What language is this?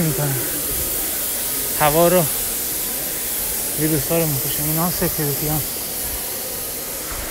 Persian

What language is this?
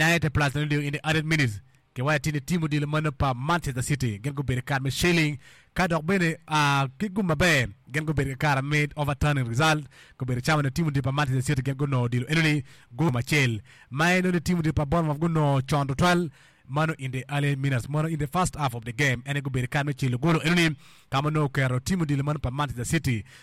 Acoli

